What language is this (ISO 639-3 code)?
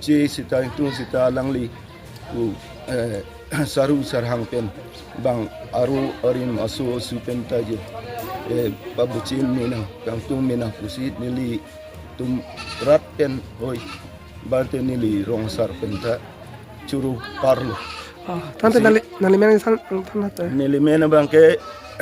mjw